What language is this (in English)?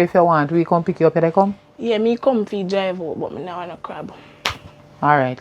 Jamaican Creole English